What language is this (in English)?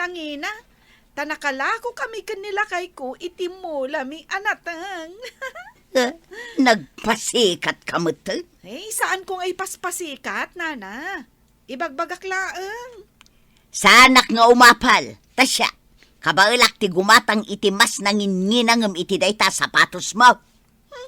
Iloko